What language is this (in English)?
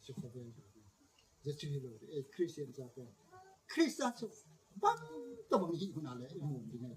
Gangte